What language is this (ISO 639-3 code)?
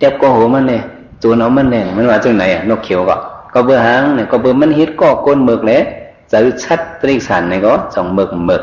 shn